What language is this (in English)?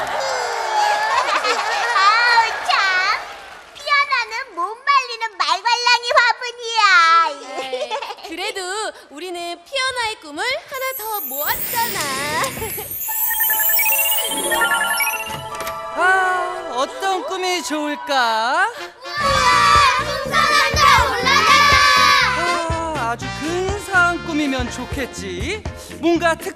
Korean